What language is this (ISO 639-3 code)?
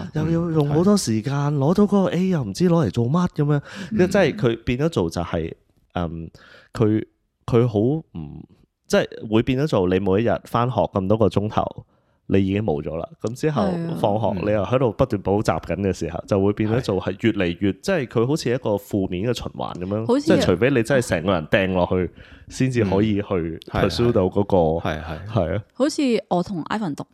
yue